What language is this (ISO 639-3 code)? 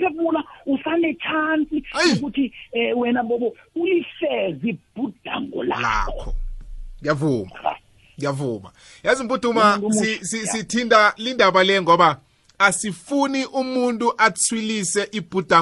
nbl